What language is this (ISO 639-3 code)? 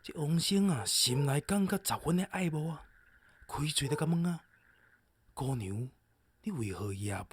nan